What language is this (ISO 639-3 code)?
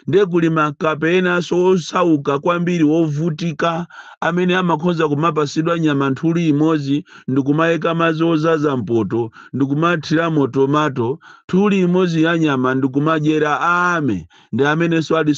nya